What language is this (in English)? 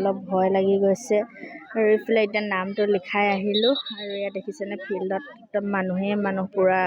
Assamese